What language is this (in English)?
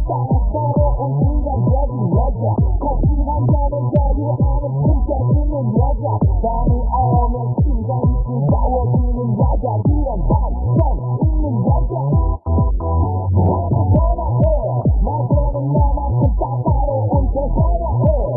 Korean